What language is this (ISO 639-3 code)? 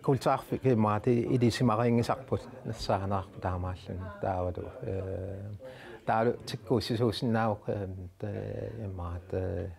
kal